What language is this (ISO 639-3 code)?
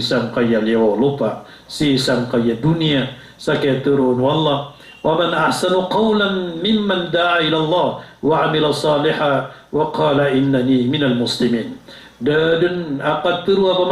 mrw